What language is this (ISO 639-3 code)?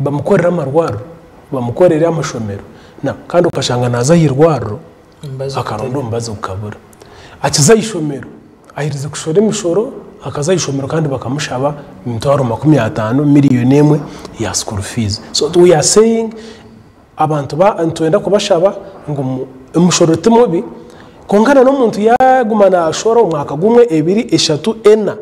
nyn